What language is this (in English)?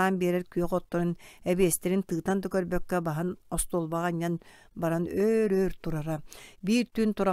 Yakut